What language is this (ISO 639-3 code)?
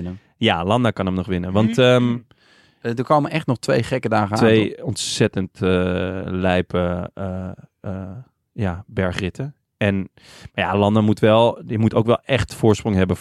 nld